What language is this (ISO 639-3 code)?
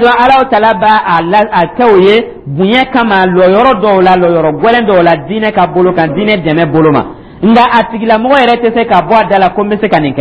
dyu